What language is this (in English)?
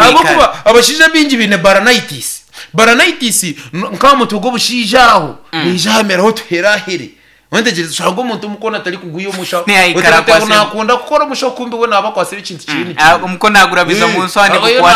Nyankole